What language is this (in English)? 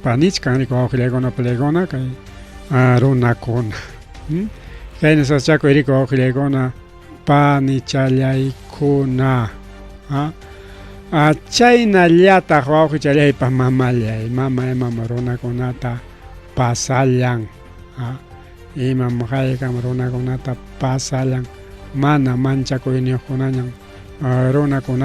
Ayacucho Quechua